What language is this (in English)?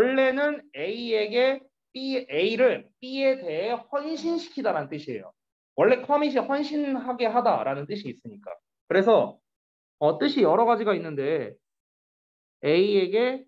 Korean